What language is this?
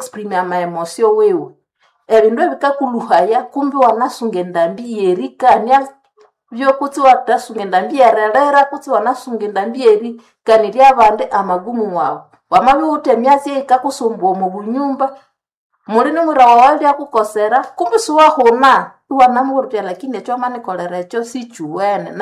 Nande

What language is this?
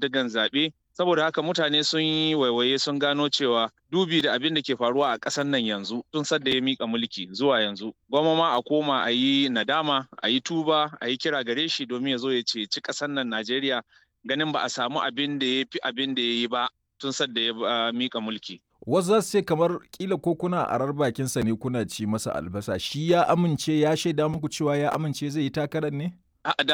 Hausa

